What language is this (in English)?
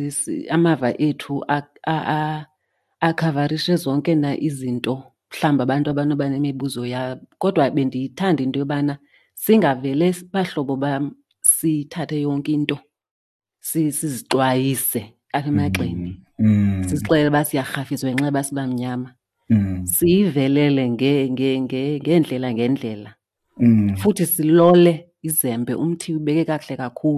Xhosa